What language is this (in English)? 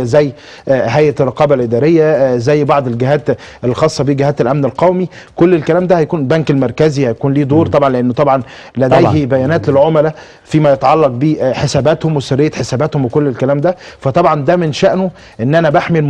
Egyptian Arabic